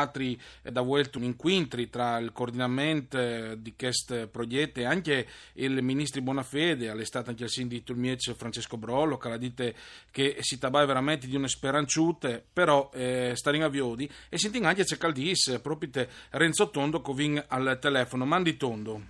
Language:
Friulian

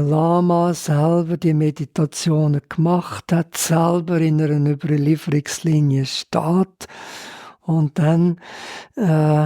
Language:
Swiss German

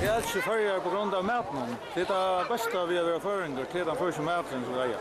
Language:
Faroese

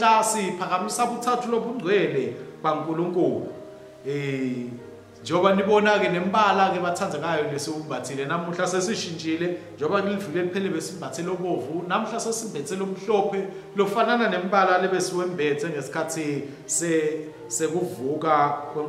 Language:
Swati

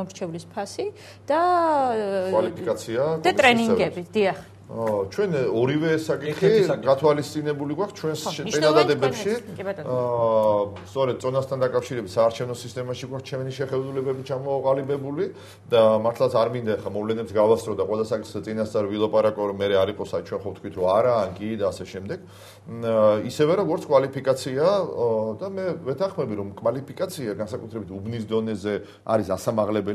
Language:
Georgian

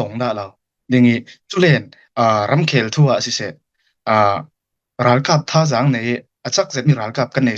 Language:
Hakha Chin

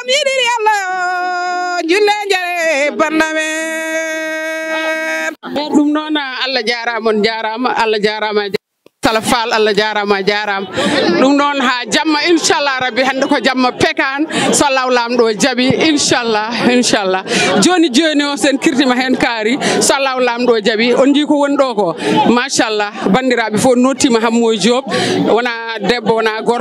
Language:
Fula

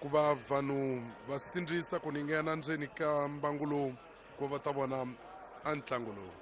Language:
Tsonga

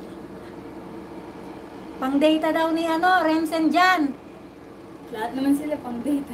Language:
Filipino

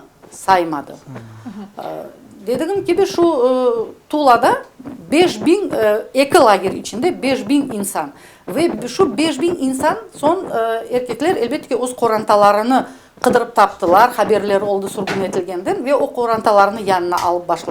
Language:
Crimean Tatar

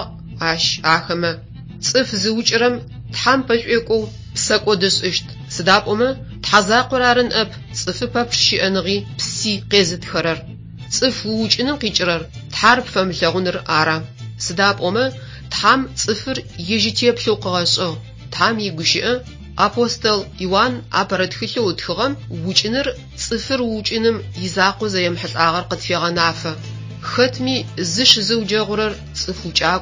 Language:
Adyghe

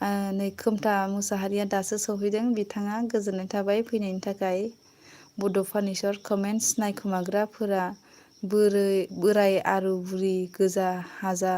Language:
Bodo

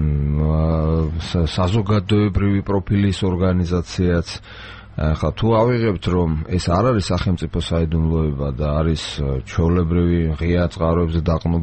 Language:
Georgian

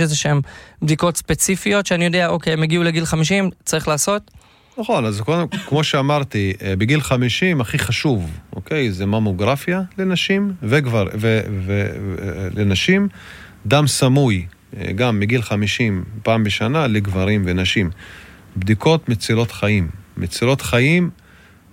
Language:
Hebrew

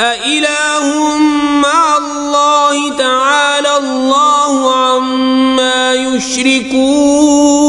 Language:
Kashmiri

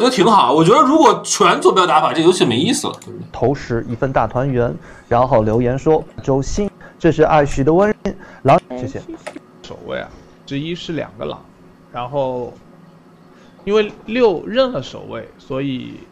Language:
Chinese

